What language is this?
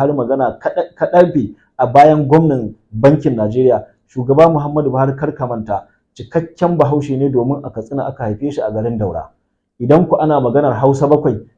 Hausa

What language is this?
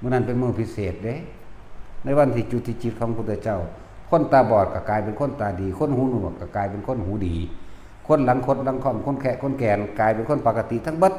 Northeastern Thai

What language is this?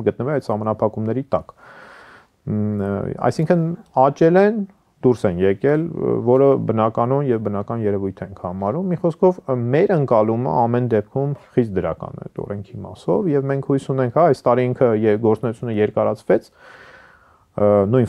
Armenian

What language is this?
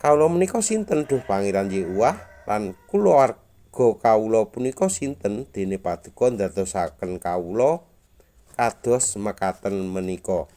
Javanese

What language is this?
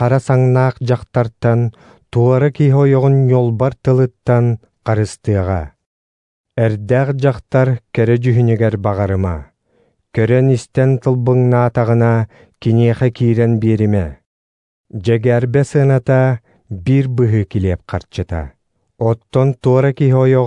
Yakut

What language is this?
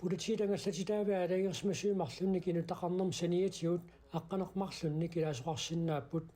Kalaallisut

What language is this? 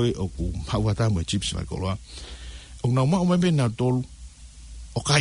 Tongan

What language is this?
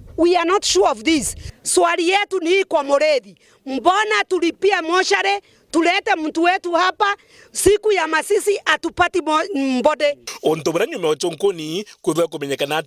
Meru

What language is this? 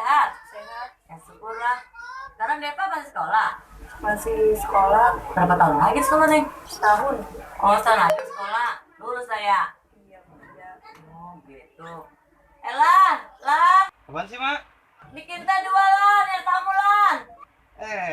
Betawi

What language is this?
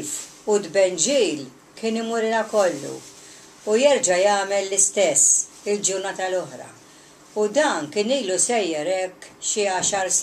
Maltese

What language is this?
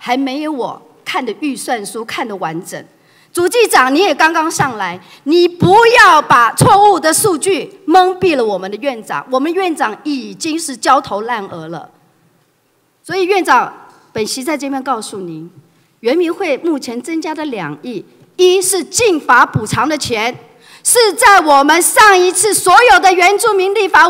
Chinese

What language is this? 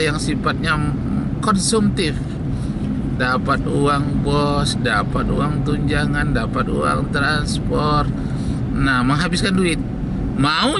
Indonesian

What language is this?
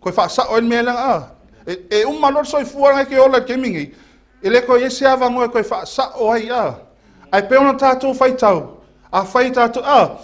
Samoan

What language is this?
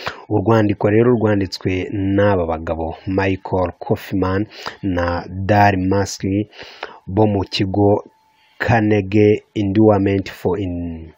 Kinyarwanda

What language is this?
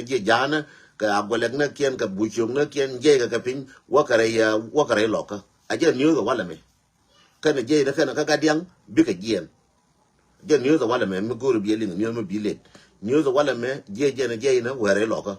Nuer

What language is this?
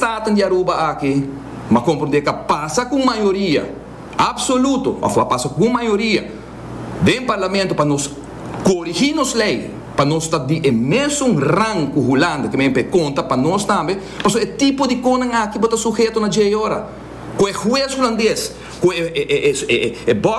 Papiamento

